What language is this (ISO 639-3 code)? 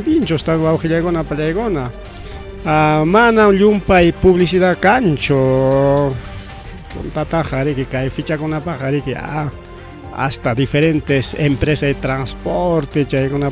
quy